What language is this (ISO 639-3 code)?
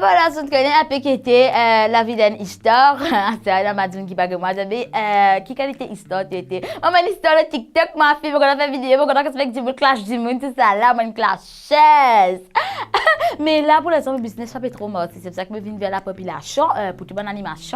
mfe